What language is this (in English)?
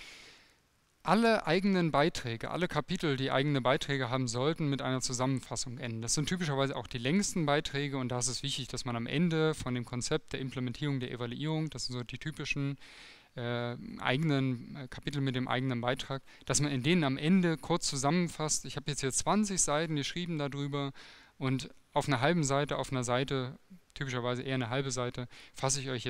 German